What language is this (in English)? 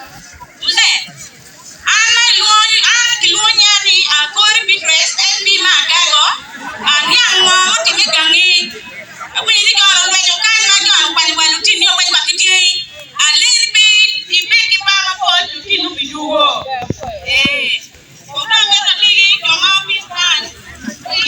Acoli